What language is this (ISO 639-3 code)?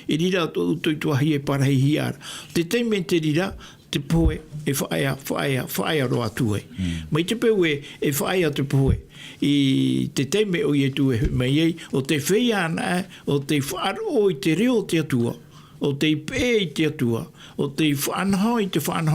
tah